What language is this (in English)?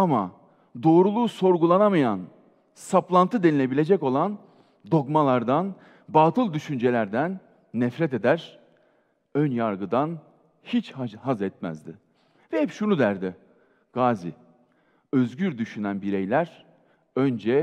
Turkish